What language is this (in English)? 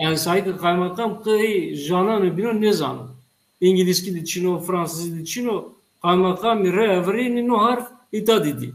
Zaza